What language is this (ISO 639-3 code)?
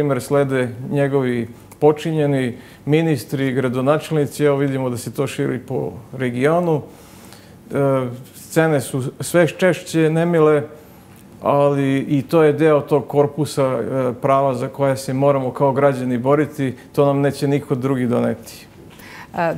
srp